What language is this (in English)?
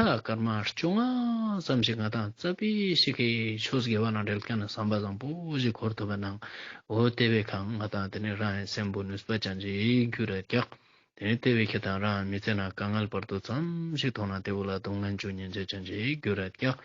Ladakhi